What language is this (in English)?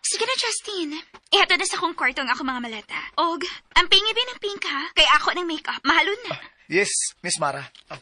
Cebuano